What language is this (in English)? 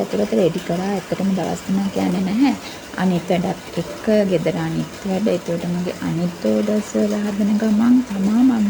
Sinhala